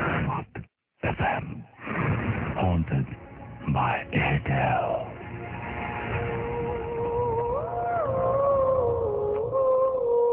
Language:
Bangla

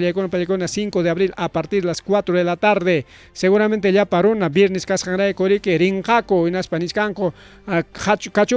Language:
Ayacucho Quechua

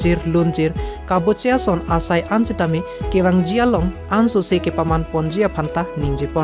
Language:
Karbi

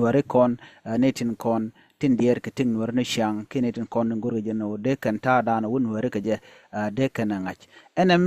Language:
Nuer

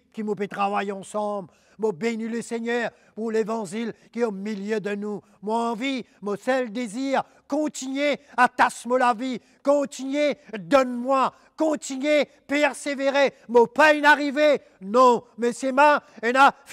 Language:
Morisyen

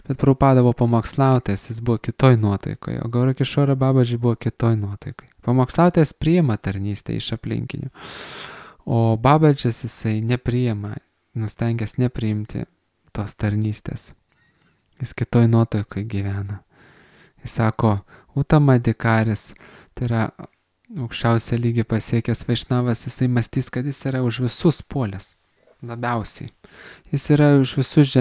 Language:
Lithuanian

